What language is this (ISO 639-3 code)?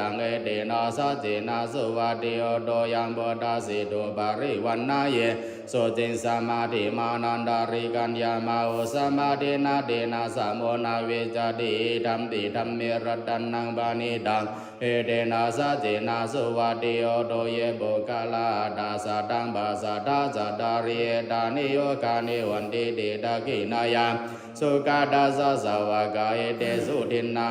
pli